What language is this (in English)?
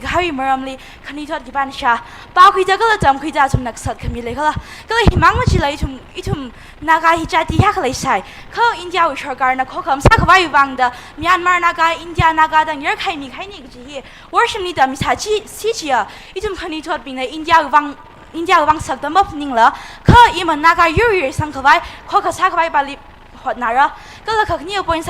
Tangkhul Naga (India)